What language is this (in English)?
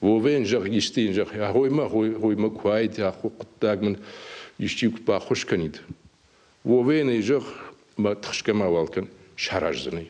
Ossetic